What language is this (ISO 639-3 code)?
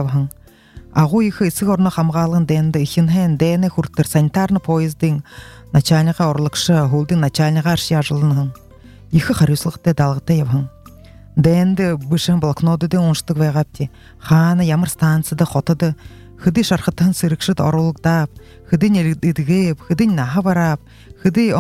bua